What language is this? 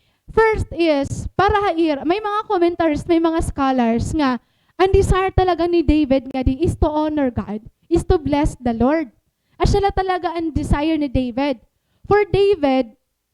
Waray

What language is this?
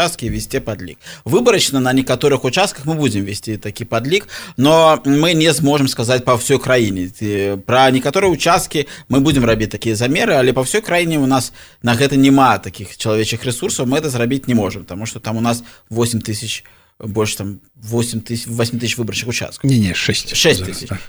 Belarusian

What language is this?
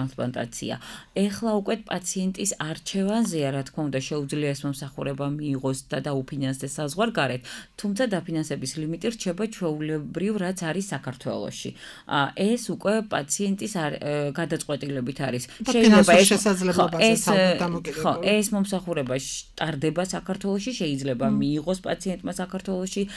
Georgian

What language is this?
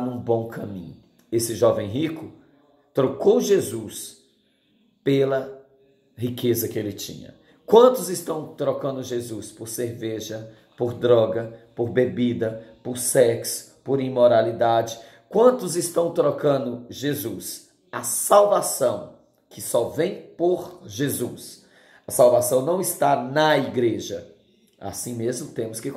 Portuguese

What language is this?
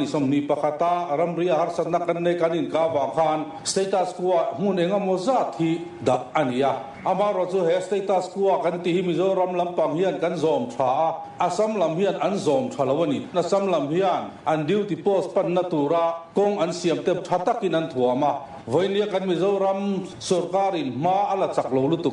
Mizo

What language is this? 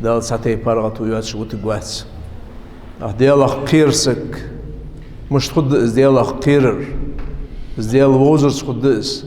Ingush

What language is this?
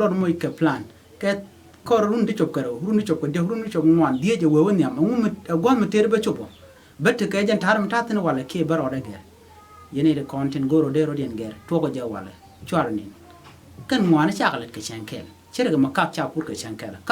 Nuer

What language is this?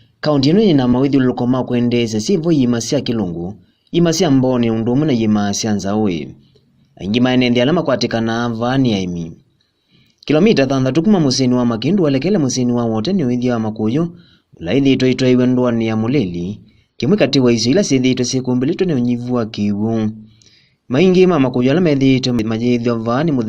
Kamba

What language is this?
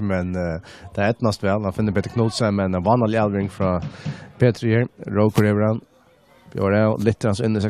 Faroese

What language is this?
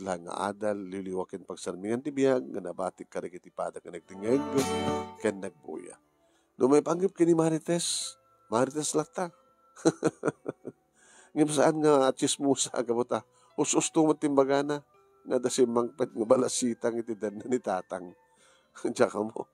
Iloko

